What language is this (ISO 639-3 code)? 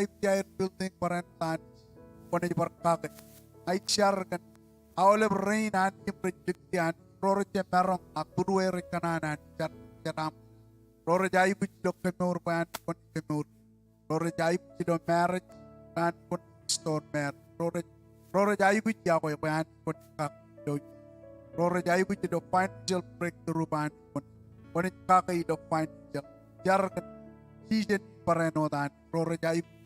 mah